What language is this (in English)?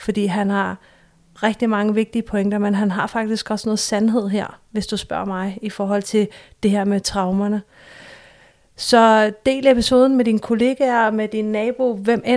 Danish